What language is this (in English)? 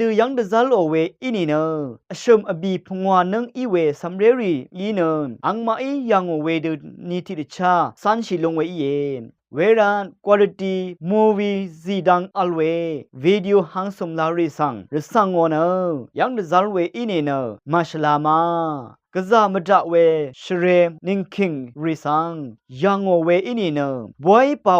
Rawang